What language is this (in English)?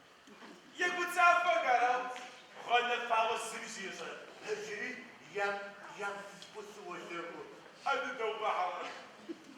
Adyghe